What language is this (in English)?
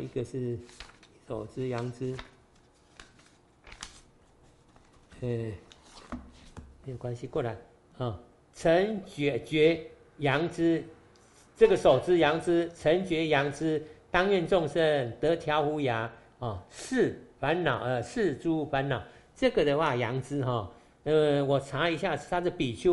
Chinese